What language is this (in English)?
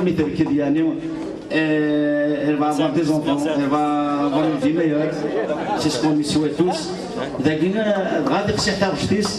Kabyle